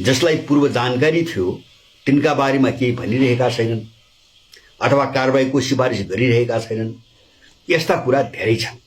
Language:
Nepali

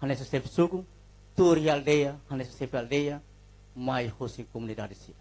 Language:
Tetum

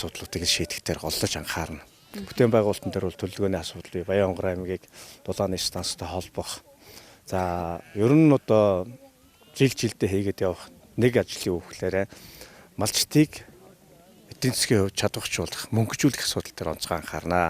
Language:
Mongolian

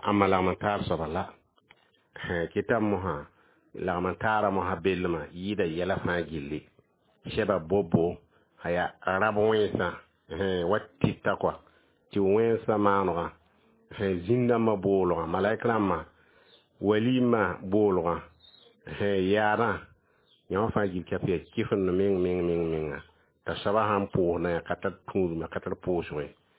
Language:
Mossi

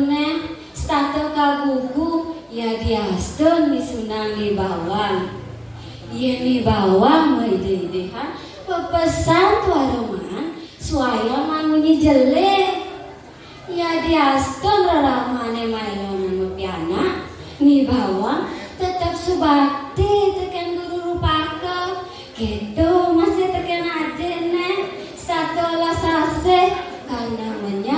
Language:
Balinese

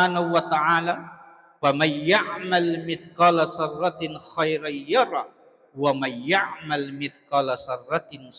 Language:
Buginese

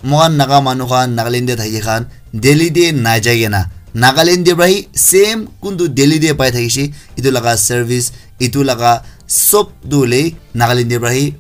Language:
Naga Pidgin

